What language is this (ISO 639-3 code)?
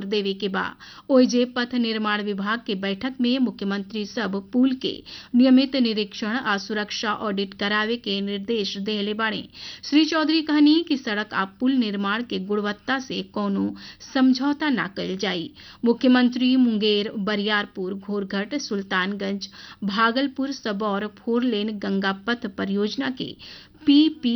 bho